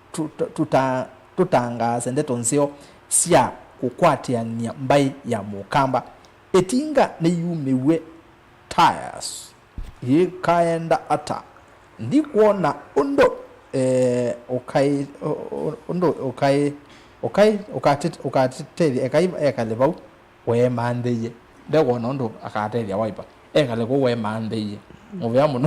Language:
Kamba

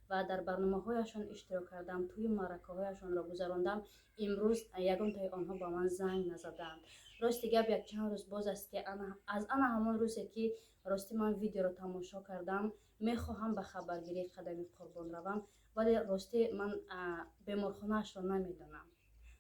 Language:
Tajik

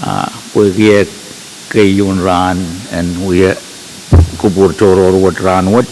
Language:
Pohnpeian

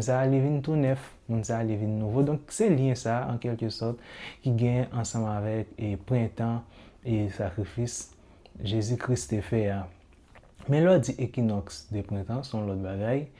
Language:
Haitian Creole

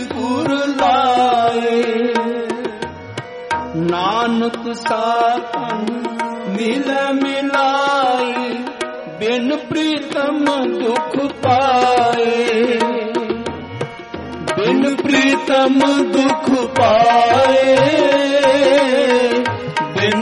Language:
Punjabi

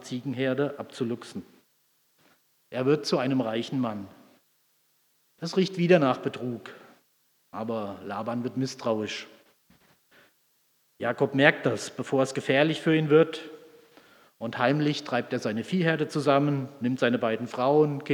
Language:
German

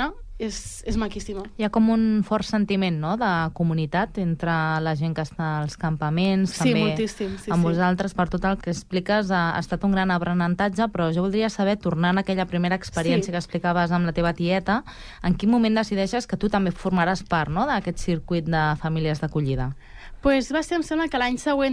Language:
Catalan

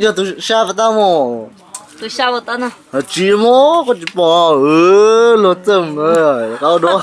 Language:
Hmong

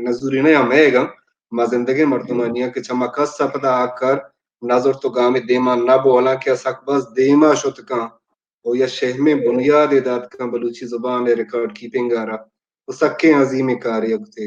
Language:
Baluchi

